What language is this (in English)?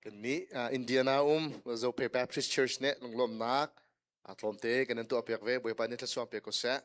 Hakha Chin